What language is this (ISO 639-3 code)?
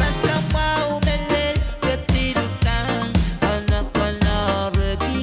pon